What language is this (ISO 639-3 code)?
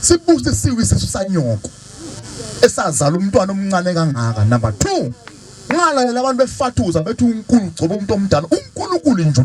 zul